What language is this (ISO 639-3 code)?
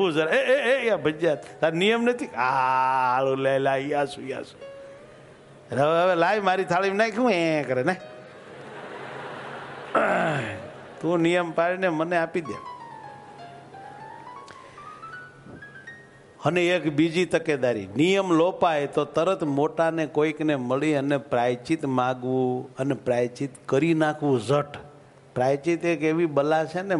guj